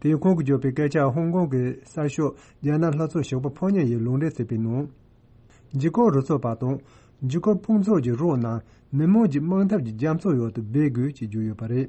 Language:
Tibetan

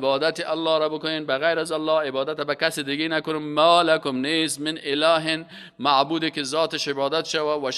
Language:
Persian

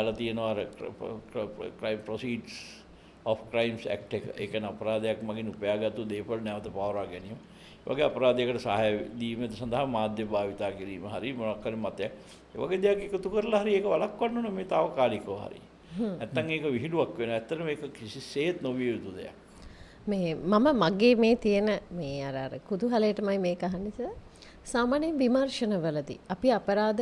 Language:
Sinhala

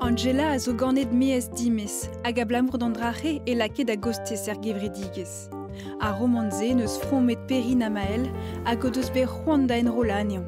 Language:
Breton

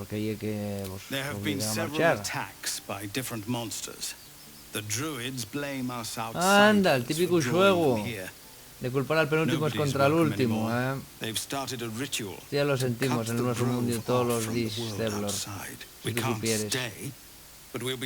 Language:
Asturian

